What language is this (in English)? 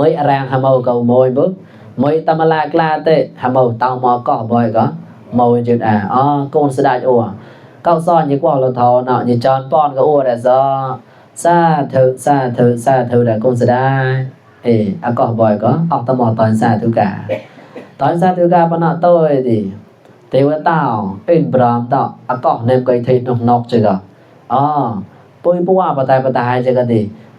Mon